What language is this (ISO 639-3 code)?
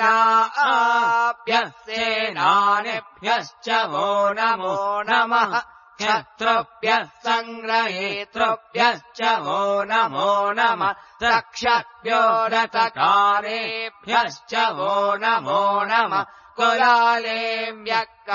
san